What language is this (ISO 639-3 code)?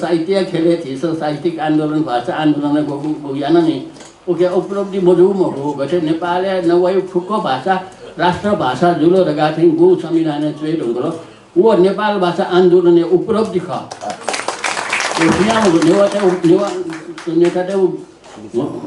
new